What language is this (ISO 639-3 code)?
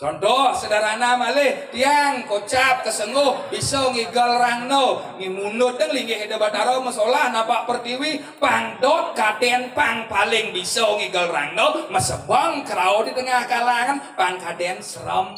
ban